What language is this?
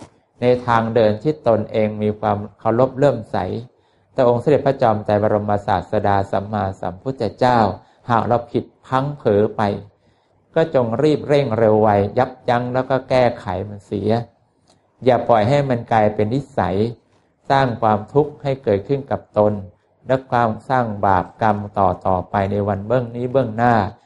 Thai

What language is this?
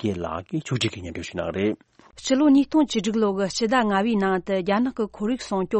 Tibetan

